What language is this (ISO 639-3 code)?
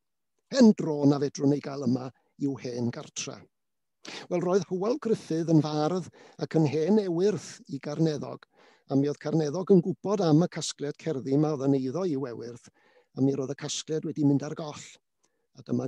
cym